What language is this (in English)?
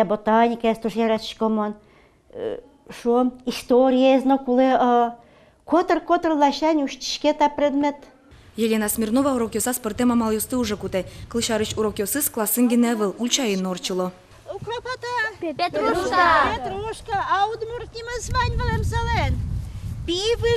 Udmurt